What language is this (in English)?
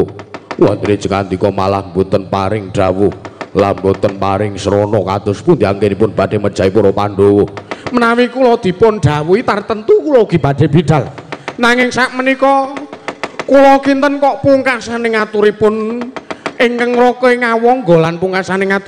Javanese